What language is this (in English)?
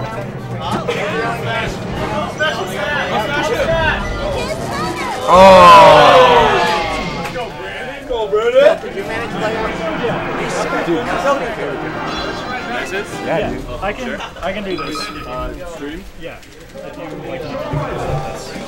English